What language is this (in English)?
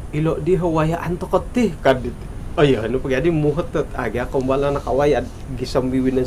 Central Dusun